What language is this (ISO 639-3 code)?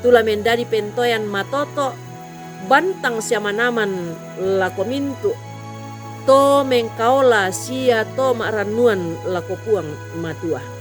sda